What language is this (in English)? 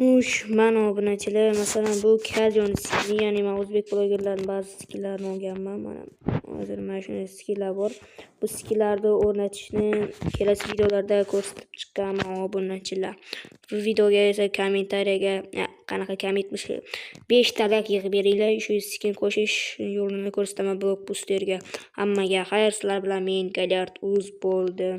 Uzbek